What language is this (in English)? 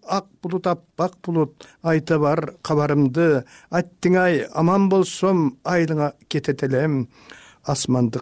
Kyrgyz